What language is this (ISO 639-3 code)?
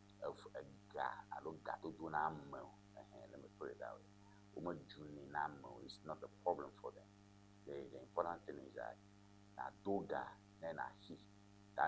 ewe